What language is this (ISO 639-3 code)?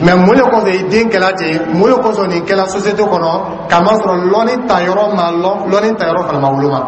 dyu